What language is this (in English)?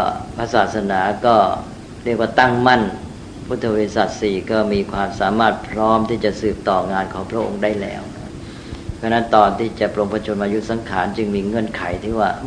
Thai